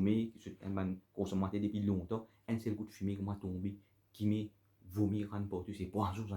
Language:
Morisyen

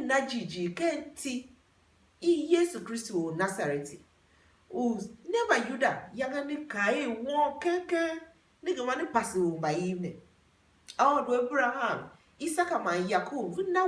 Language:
Tiv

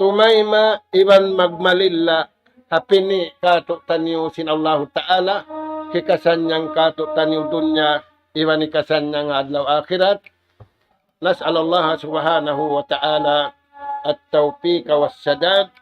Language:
Tausug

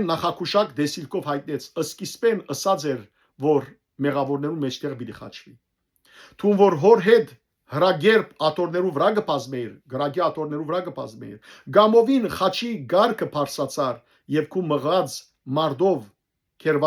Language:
Western Armenian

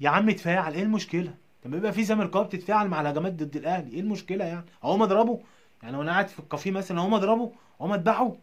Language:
Egyptian Arabic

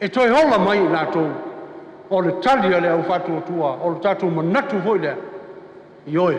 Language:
Samoan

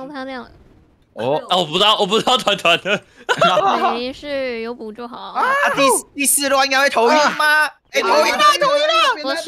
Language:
Chinese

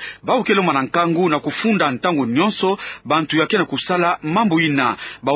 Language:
Kituba (Democratic Republic of Congo)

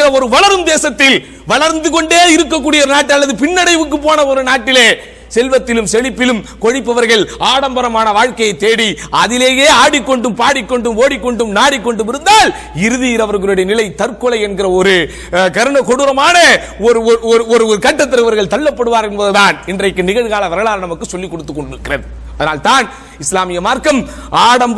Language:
Tamil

